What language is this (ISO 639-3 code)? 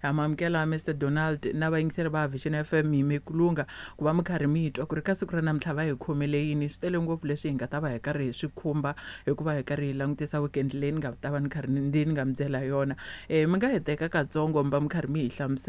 tso